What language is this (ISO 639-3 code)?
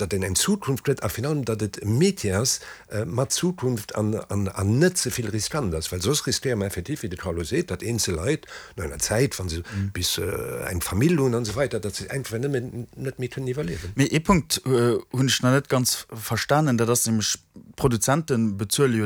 ltz